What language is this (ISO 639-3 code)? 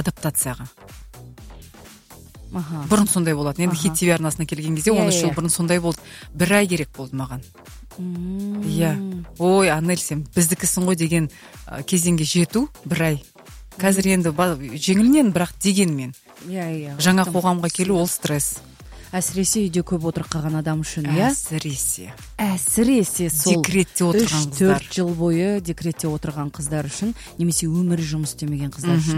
kaz